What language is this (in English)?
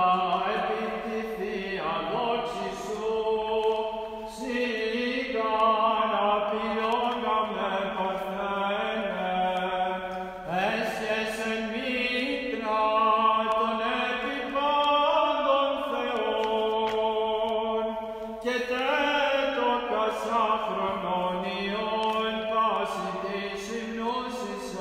Greek